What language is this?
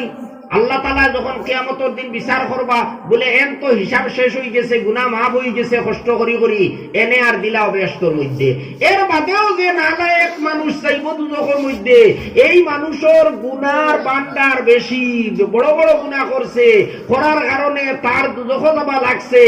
Sylheti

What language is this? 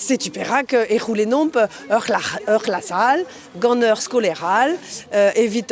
Breton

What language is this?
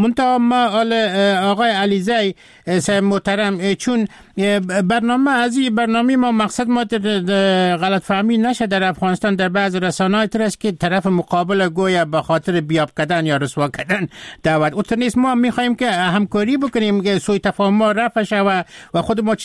Persian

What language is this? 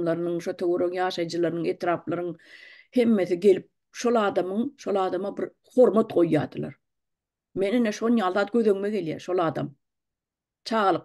Turkmen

